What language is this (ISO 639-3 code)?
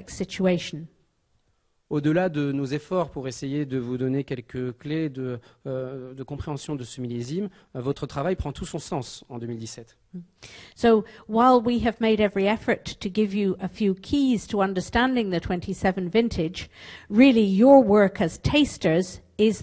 fra